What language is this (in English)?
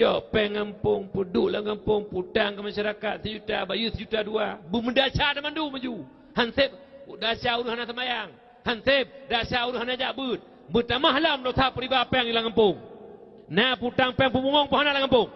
Achinese